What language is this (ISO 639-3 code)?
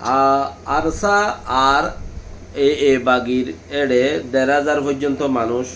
rhg